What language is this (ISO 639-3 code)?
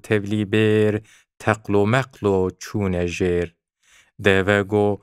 kur